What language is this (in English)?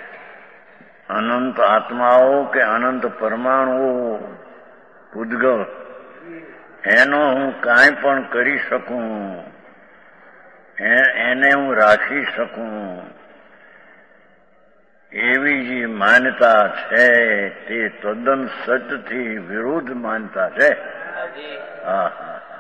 Gujarati